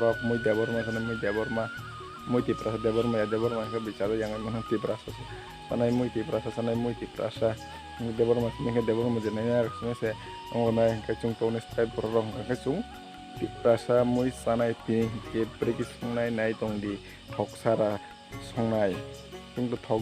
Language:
Kok Borok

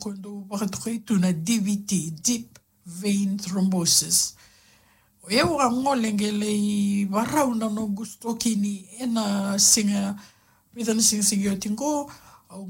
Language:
Fijian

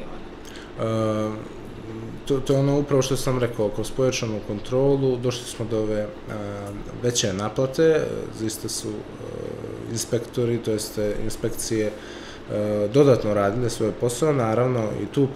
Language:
Bosnian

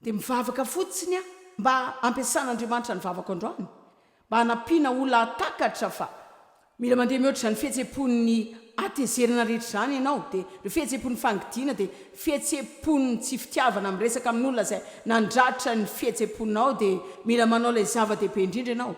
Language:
Malagasy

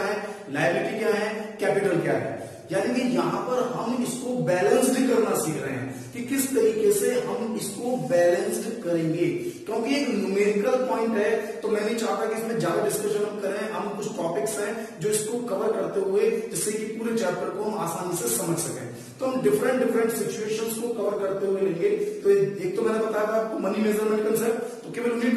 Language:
Hindi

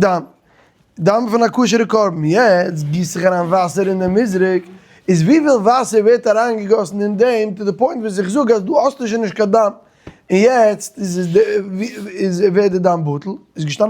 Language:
Yiddish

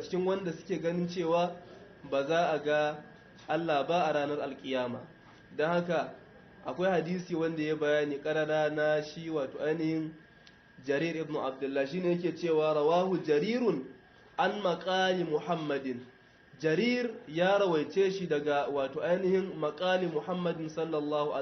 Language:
Hausa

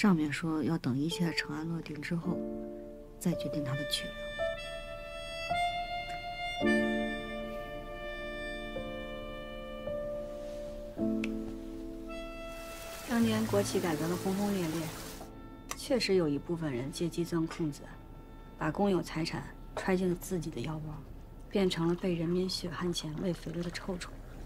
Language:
Chinese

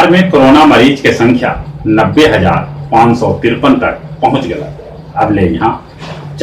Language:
Magahi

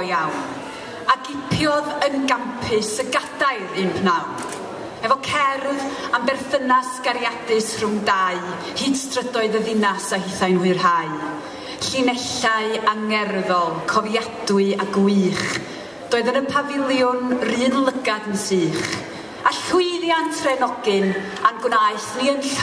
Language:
Welsh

